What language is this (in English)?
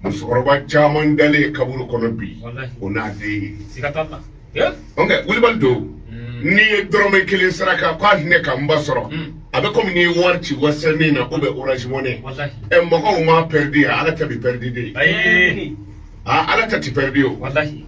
Bambara